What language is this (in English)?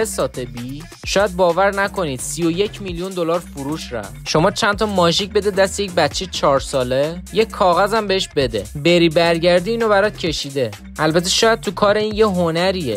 Persian